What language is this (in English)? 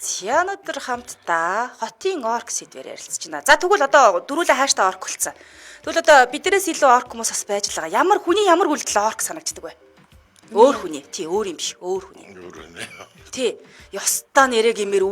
Mongolian